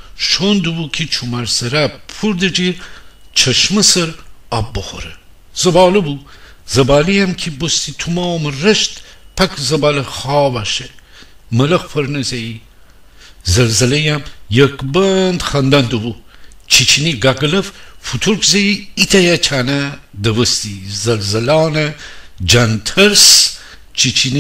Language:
Gilaki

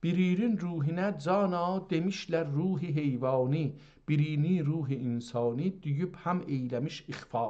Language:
South Azerbaijani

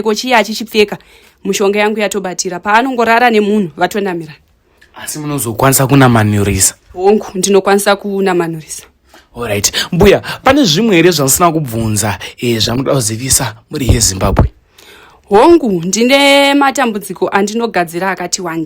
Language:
Shona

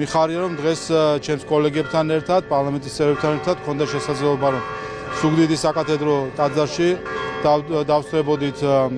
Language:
Georgian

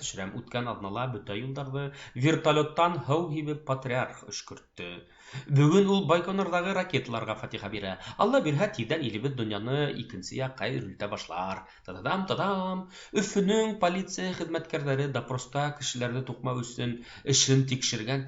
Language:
Bashkir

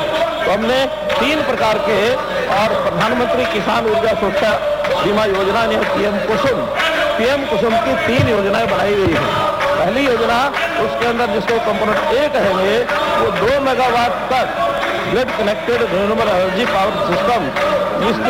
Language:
Hindi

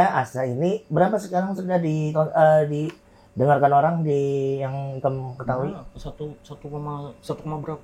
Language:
Banjar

